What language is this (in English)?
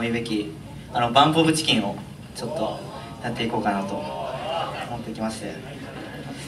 Japanese